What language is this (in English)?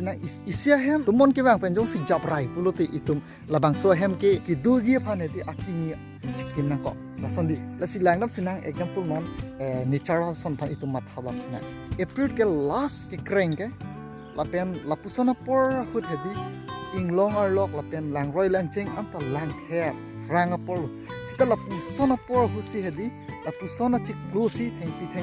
Karbi